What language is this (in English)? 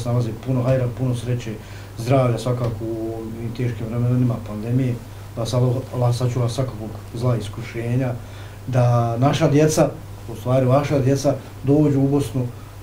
Bosnian